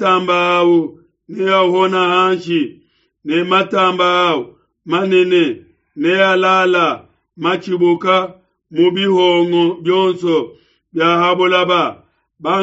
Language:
Luba-Lulua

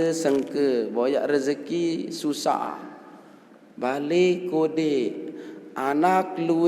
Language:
Sasak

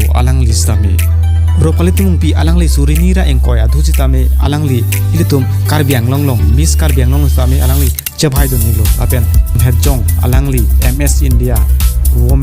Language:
Karbi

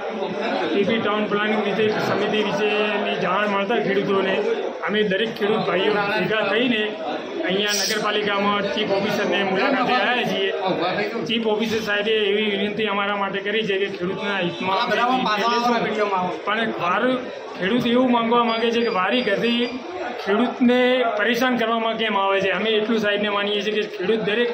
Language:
Gujarati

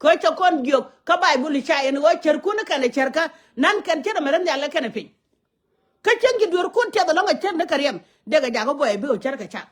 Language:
Nuer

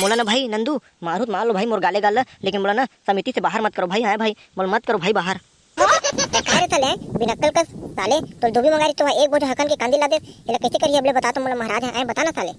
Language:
Chhattisgarhi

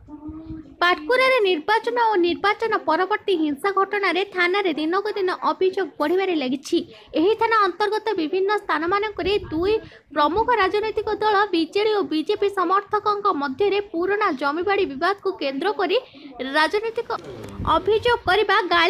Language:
Odia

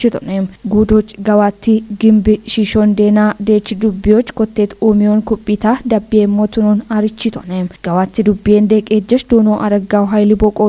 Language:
Kafa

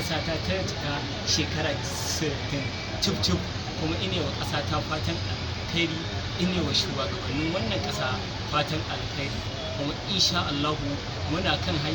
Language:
Hausa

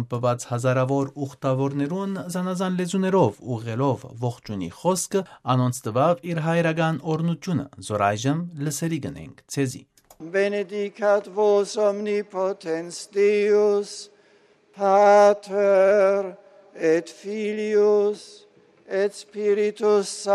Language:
Western Armenian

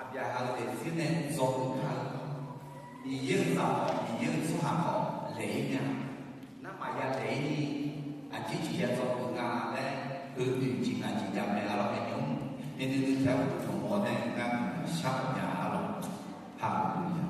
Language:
Akha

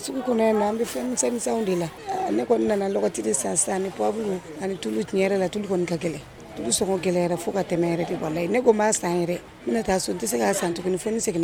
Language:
Bambara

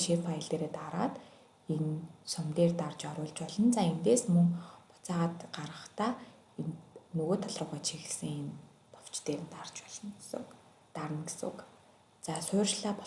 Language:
Mongolian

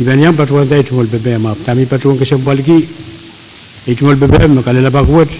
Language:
Pohnpeian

